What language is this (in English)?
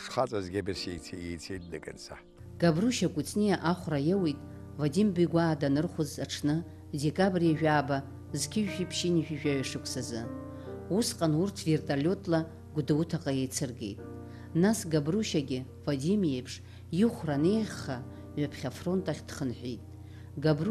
Abkhazian